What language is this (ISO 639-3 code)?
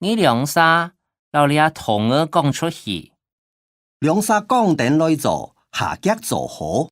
hak